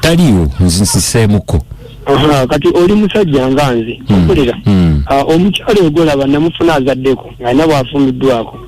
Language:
Ganda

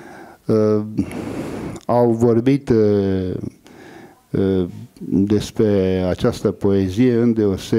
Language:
Romanian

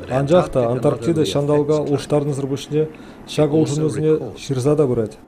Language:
Chuvash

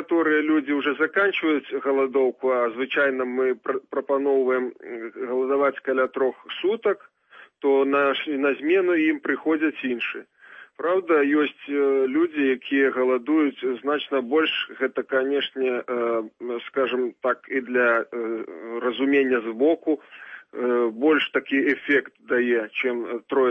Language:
Belarusian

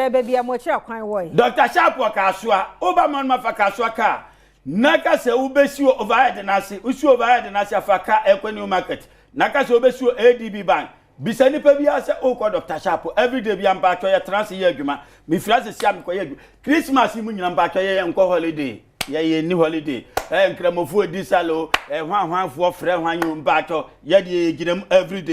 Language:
Akan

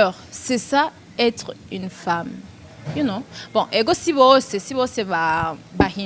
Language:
Rundi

